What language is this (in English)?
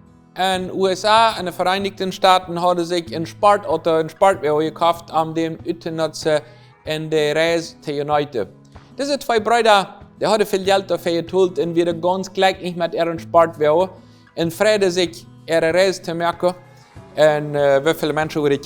Plautdietsch